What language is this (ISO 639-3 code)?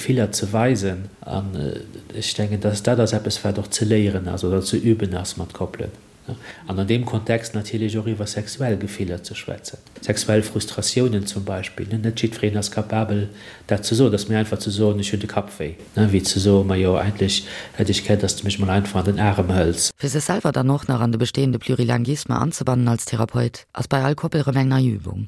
ltz